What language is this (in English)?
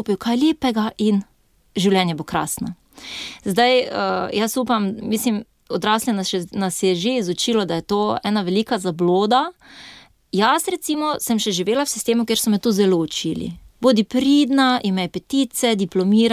Slovenian